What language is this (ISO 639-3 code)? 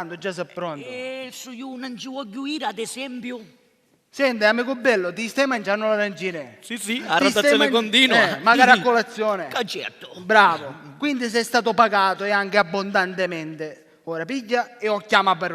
scn